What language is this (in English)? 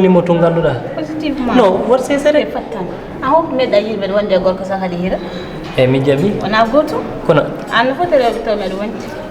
Fula